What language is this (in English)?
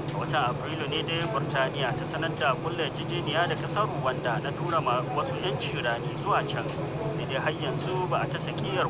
Hausa